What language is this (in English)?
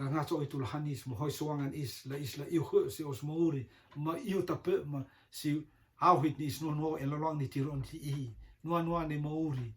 Rotuman